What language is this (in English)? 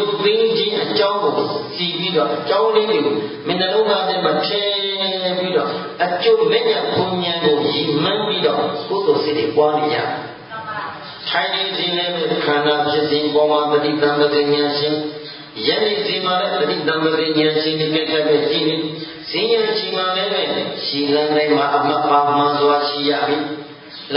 Burmese